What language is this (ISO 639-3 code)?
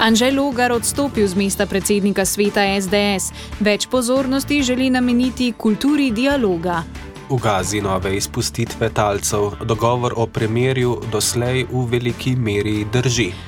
slv